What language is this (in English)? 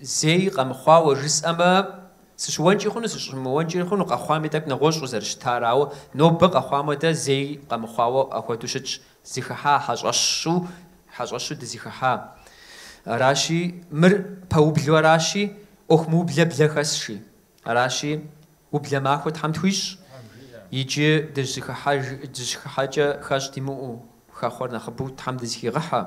Kabardian